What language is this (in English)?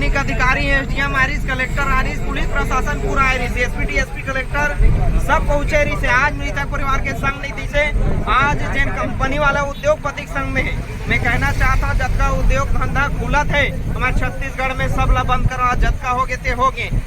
Chhattisgarhi